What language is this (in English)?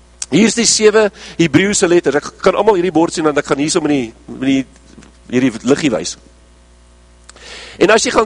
Afrikaans